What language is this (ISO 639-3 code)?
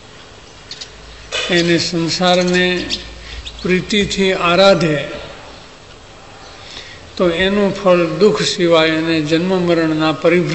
guj